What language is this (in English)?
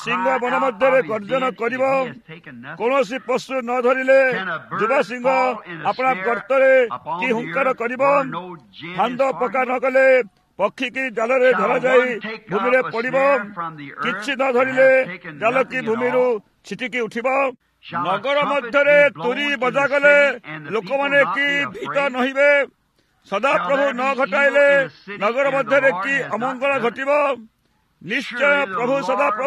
Odia